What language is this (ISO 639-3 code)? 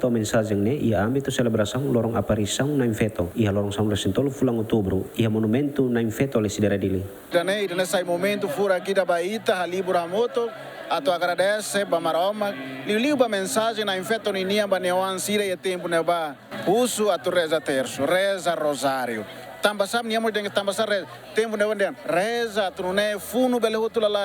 tet